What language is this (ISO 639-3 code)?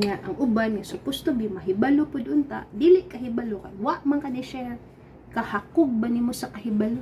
ceb